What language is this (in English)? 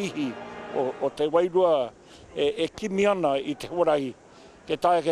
Māori